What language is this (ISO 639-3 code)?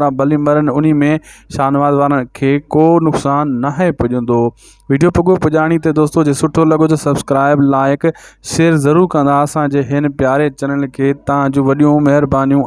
snd